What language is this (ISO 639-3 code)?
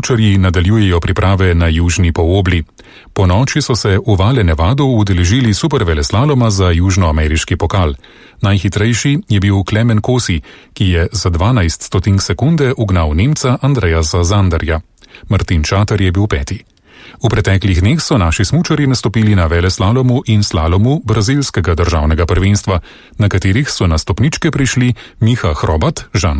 slv